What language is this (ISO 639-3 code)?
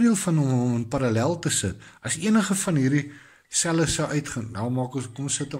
afr